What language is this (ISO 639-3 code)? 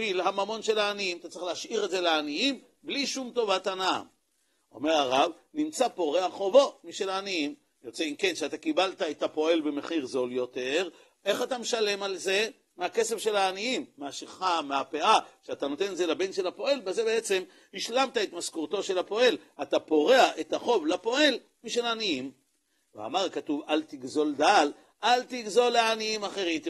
heb